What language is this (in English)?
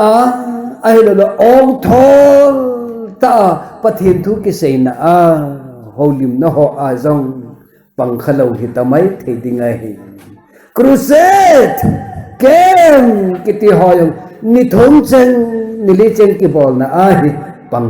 Thado Chin